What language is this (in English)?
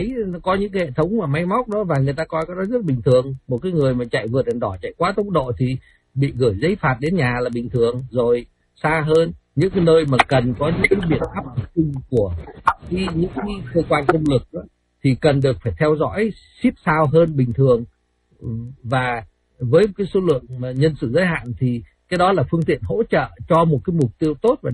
Vietnamese